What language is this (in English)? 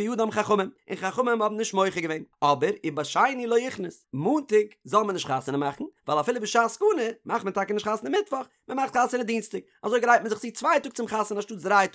Yiddish